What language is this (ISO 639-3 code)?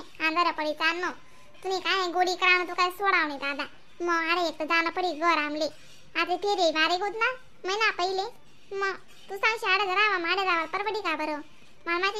khn